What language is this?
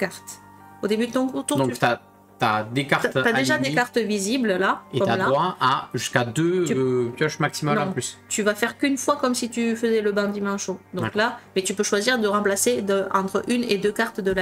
French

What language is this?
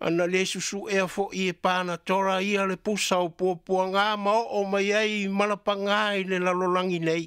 Samoan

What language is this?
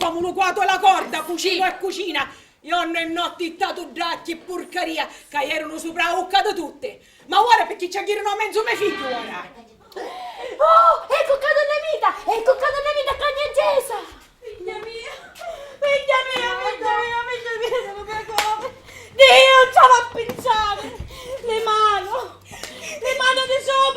Sicilian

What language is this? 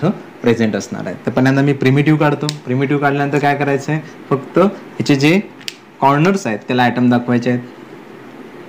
Marathi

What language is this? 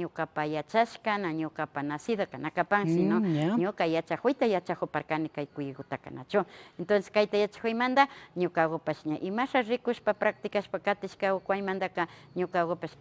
Imbabura Highland Quichua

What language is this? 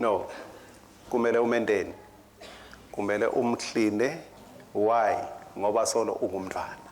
Swati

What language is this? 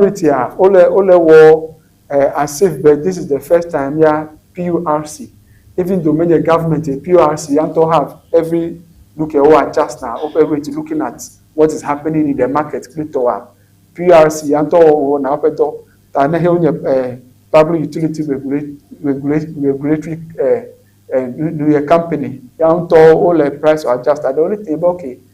Ewe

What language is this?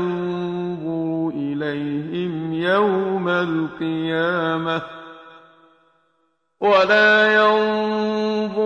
Arabic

